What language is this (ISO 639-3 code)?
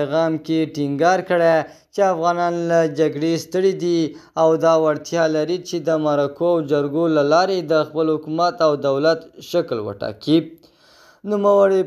pus